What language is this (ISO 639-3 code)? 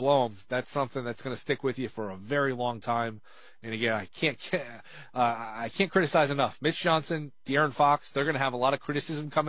eng